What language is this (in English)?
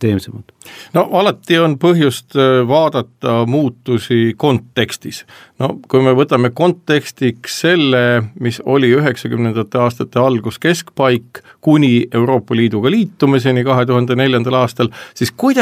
Estonian